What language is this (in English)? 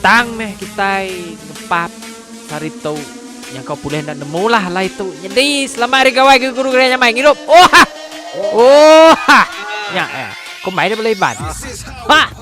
Iban